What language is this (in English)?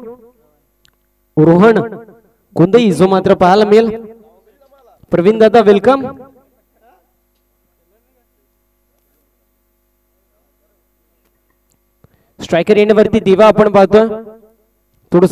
Marathi